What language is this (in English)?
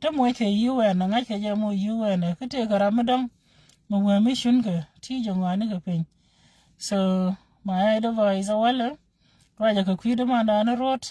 Nuer